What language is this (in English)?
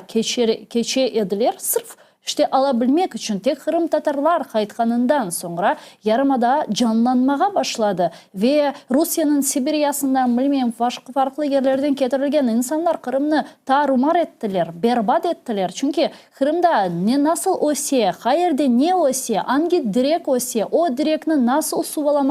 Crimean Tatar